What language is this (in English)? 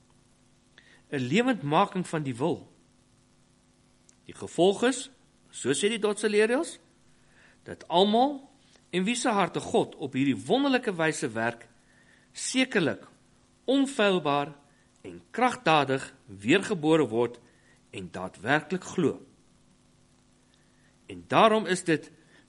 Afrikaans